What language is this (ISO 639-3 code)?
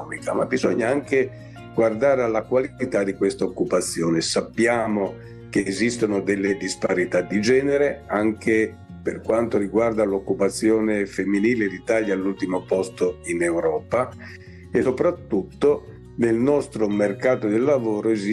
ita